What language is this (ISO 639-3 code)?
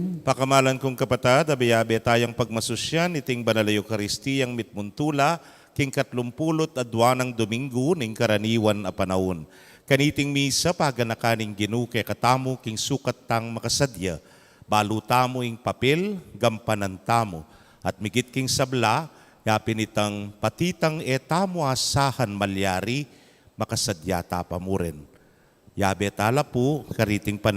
pam